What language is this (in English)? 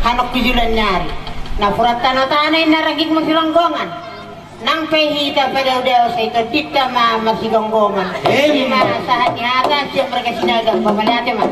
Batak Toba